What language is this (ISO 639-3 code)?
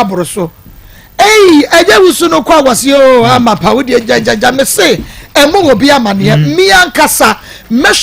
aka